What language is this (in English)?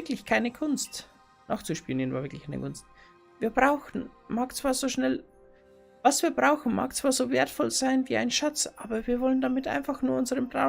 Bavarian